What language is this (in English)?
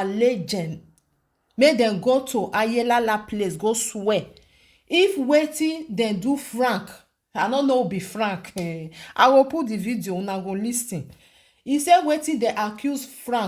Nigerian Pidgin